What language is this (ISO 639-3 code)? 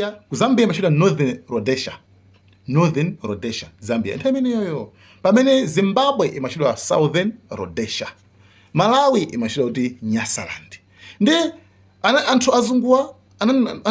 nya